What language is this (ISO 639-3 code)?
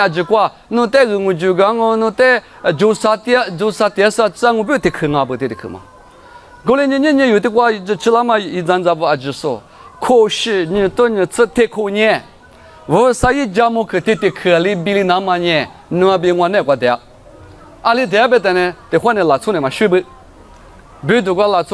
lis